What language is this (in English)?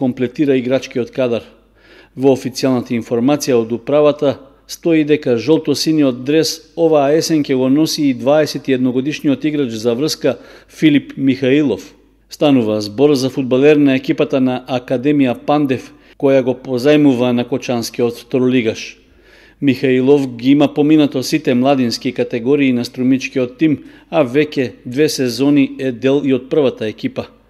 Macedonian